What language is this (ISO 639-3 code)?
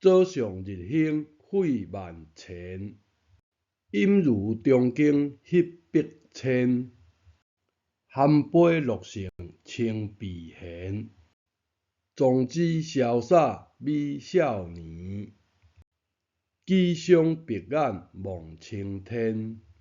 nan